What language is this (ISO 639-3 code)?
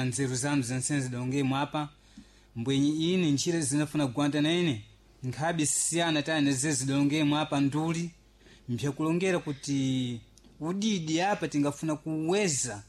seh